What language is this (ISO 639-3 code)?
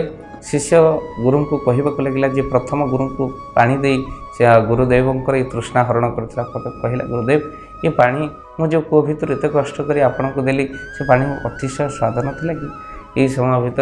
ori